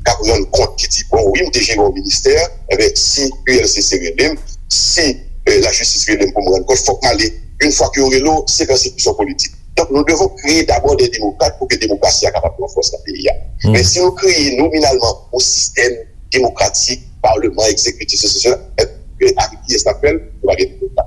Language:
Haitian Creole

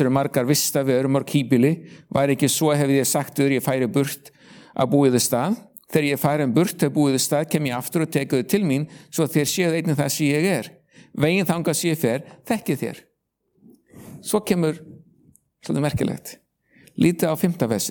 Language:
Icelandic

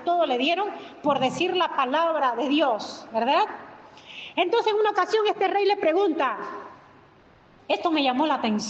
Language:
Spanish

